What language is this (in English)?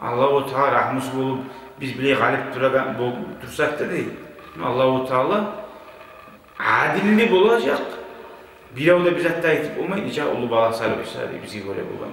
Kumyk